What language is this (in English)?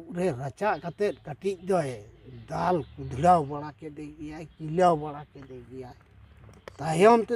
Santali